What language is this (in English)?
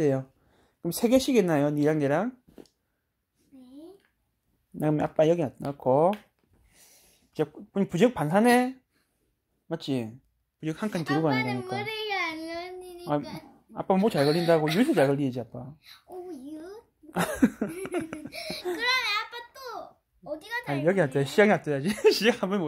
Korean